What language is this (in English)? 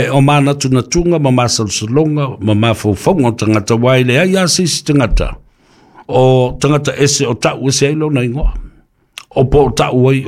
Samoan